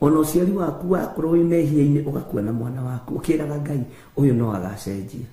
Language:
Kikuyu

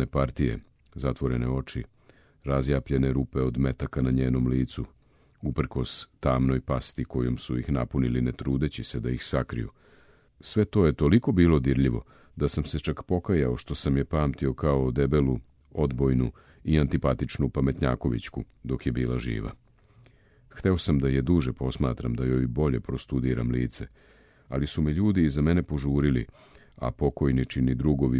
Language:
Serbian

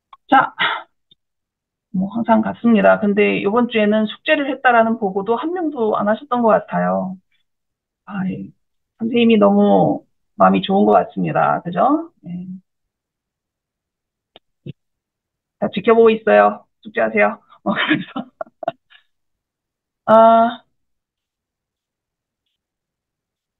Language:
Korean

